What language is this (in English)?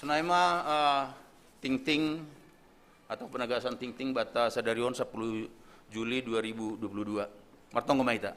Batak Simalungun